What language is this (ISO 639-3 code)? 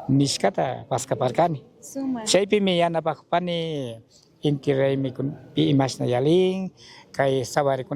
qug